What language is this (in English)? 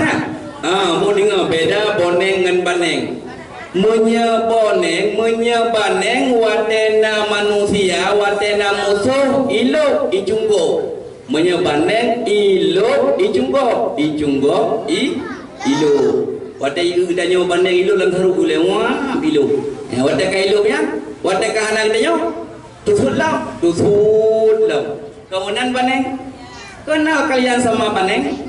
Achinese